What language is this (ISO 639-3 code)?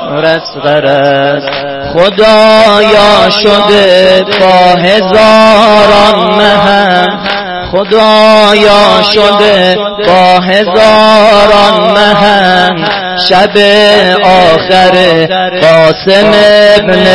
fas